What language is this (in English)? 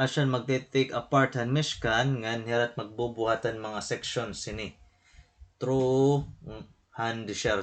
Waray